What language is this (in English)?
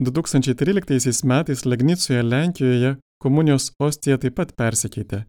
Lithuanian